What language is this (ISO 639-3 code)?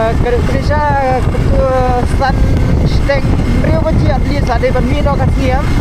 kha